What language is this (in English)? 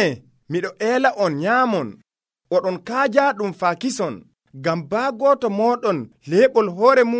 Nigerian Fulfulde